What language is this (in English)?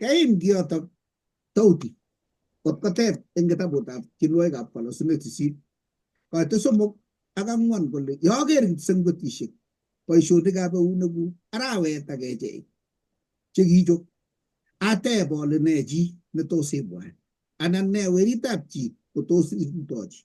Kalenjin